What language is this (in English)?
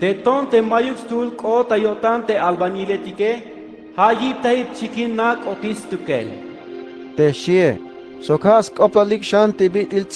Tzeltal